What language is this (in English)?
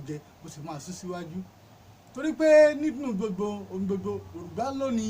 Yoruba